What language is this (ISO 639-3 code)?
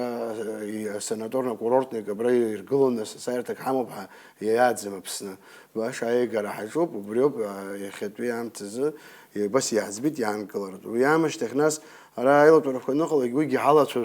abk